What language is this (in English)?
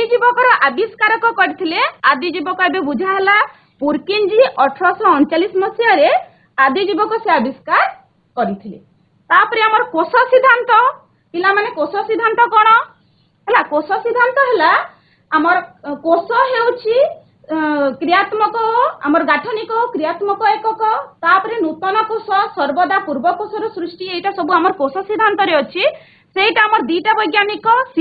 Odia